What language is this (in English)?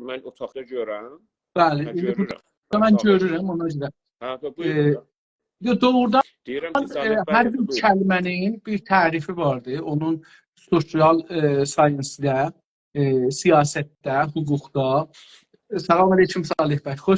South Azerbaijani